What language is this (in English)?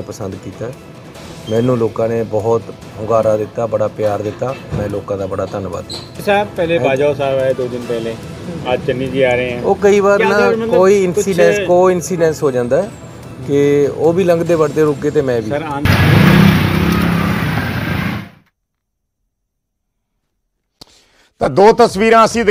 Punjabi